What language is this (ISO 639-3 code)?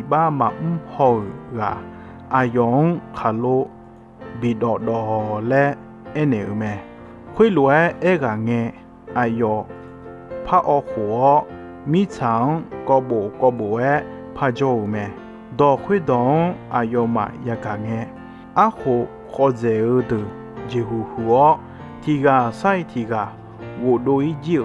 ahk